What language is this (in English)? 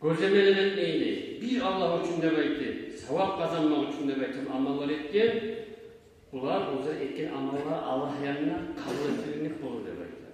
Kumyk